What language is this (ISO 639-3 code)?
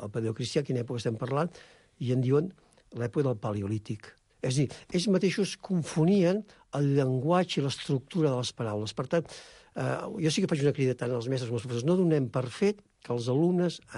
cat